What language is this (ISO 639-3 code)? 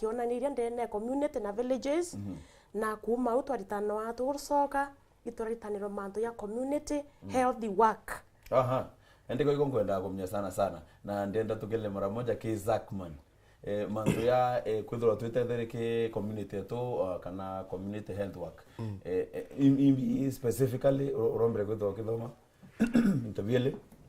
mer